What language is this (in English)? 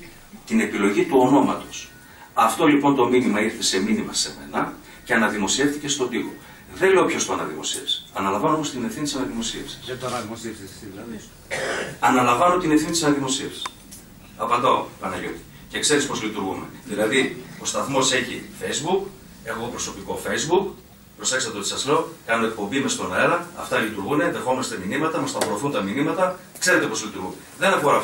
Greek